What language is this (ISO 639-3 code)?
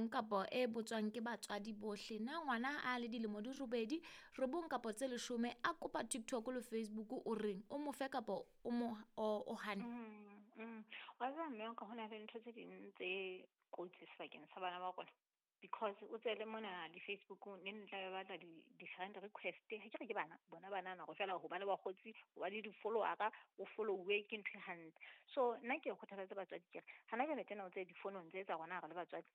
sot